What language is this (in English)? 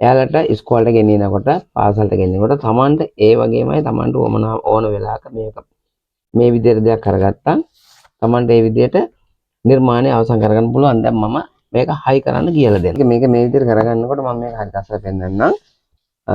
Sinhala